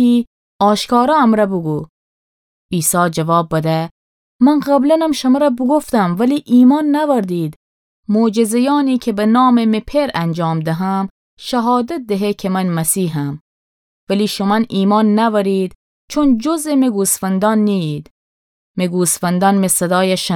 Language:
Gilaki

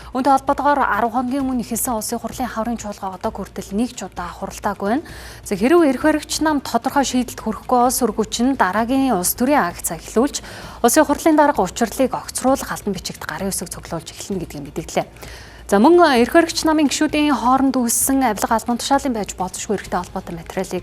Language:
Mongolian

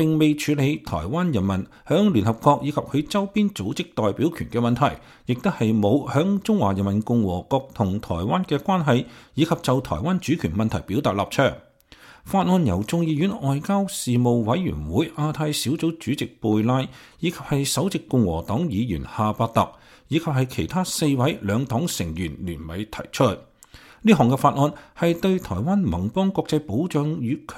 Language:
Cantonese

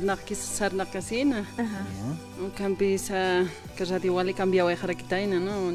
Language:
Aymara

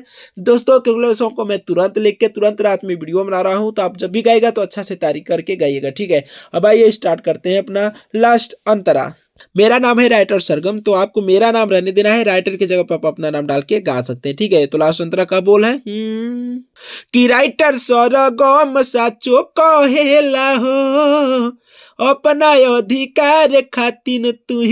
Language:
Bhojpuri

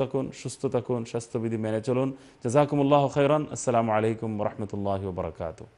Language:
Bangla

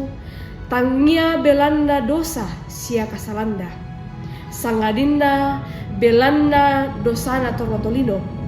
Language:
Toraja-Sa'dan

